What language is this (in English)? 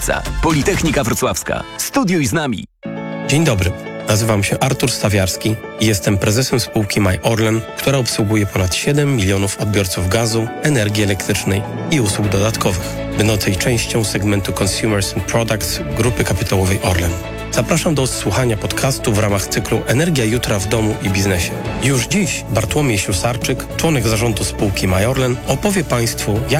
Polish